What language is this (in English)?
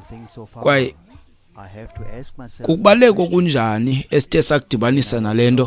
Xhosa